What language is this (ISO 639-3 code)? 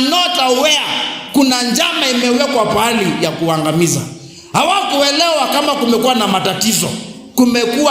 kam